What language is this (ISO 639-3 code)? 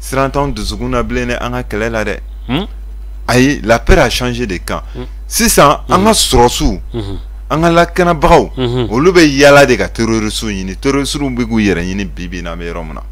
bam